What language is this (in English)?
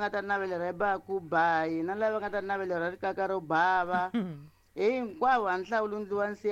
Tsonga